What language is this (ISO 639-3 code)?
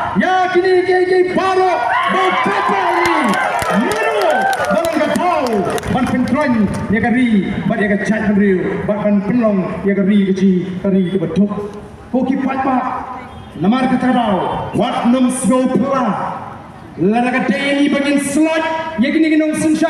kha